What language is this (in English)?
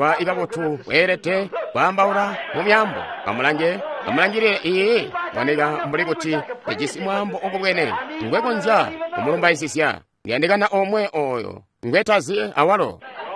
Tonga (Zambia)